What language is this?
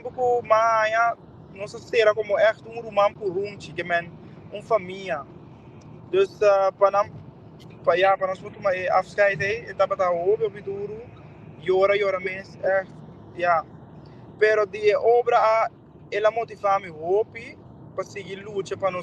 Papiamento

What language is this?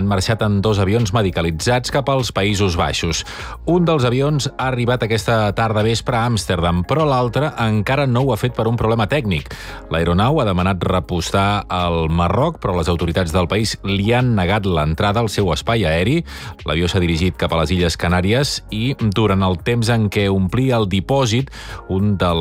Catalan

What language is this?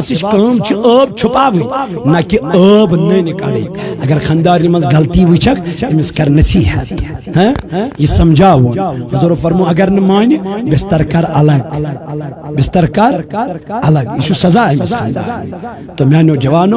Kashmiri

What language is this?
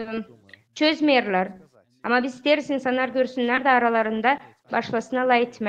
Gagauz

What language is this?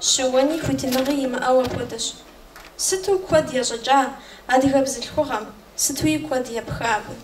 Kabardian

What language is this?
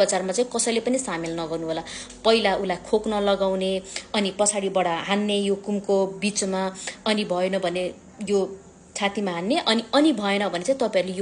Nepali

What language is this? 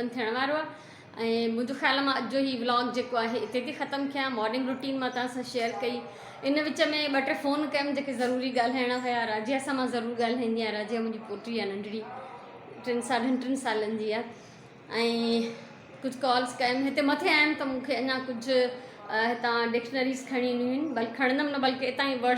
Sindhi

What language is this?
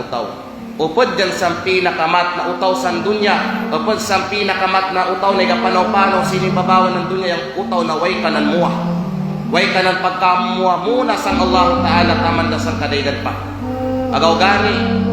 Kalagan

